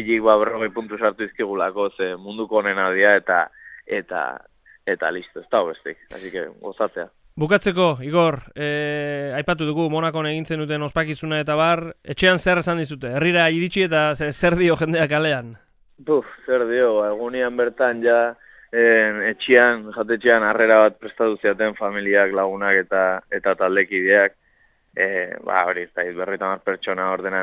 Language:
Basque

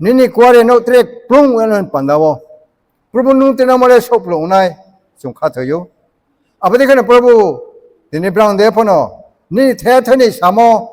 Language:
Riang (India)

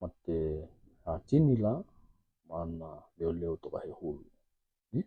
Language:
Tokelau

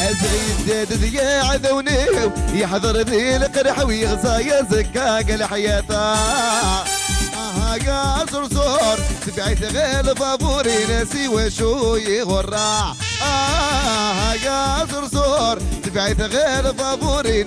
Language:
Algerian Arabic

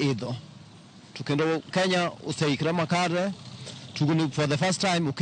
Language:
Luo (Kenya and Tanzania)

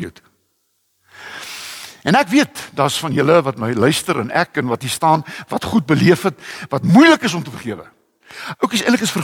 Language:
Afrikaans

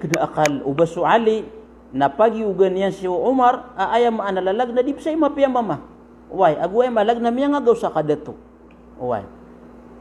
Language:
Maranao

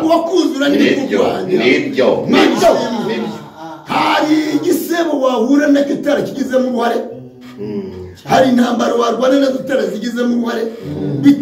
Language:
Kinyarwanda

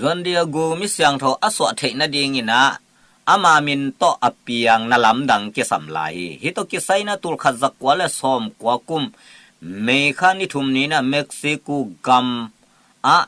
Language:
Tedim Chin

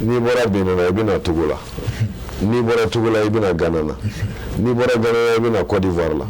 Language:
Bambara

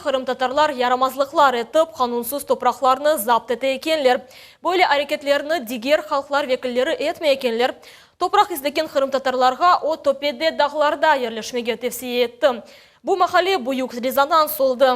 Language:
Crimean Tatar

